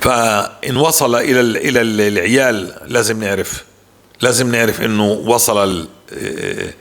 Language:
North Levantine Arabic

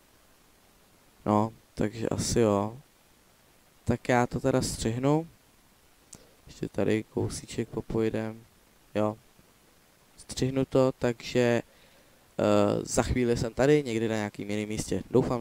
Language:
Czech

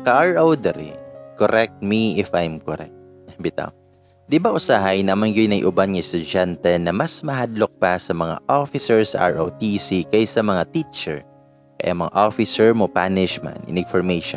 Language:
Cebuano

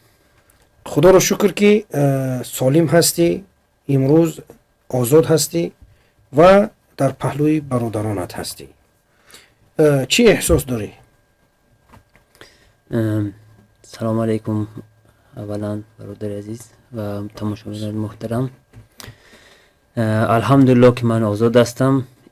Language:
Persian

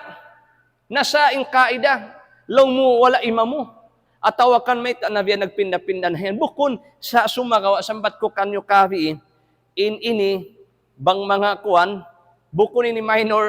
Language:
Tausug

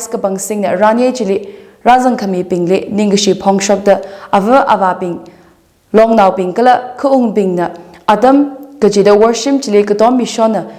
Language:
Tangkhul Naga (India)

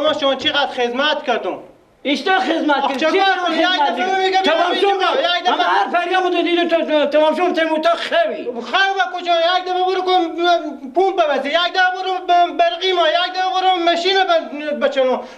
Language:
Persian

